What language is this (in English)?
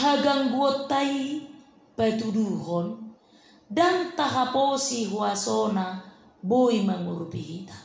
Batak Toba